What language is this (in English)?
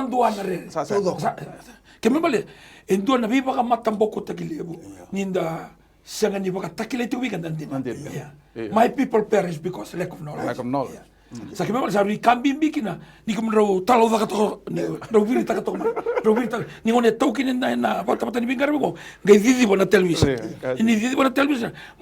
Fijian